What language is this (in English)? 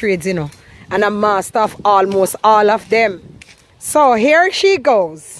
Jamaican Creole English